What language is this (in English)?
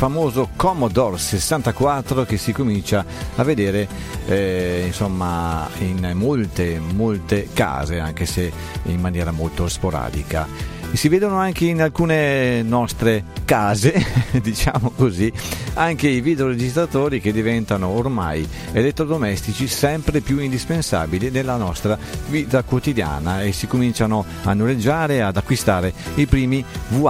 Italian